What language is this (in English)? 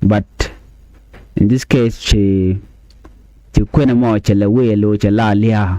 Nuer